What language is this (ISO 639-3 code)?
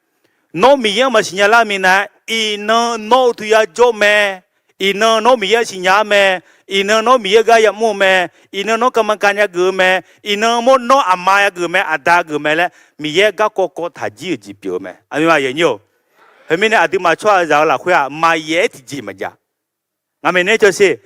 ahk